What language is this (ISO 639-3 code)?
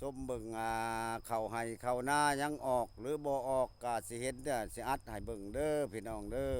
lao